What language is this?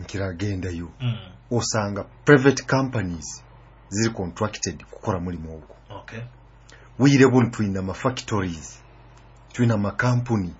Nyoro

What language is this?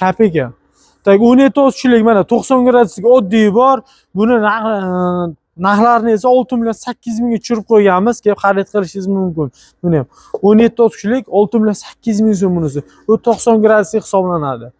Uzbek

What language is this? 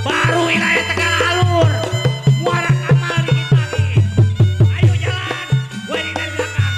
Betawi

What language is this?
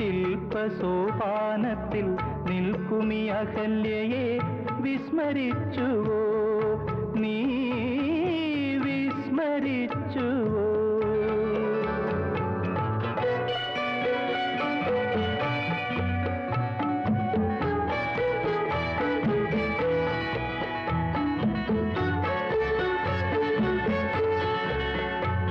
Malayalam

